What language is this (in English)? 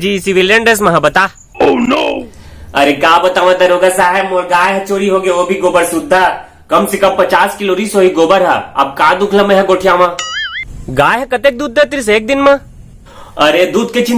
Chhattisgarhi